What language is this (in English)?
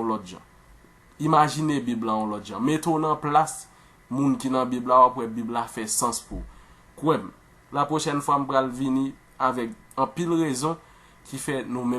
Haitian Creole